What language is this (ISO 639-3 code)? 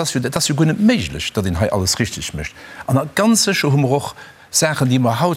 ltz